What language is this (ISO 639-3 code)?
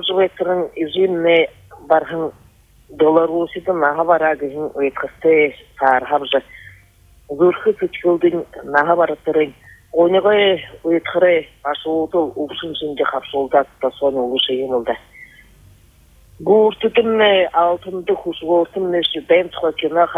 bua